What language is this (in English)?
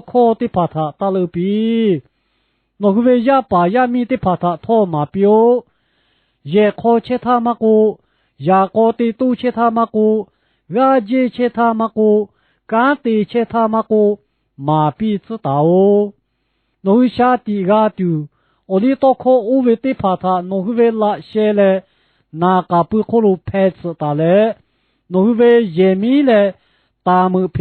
Lahu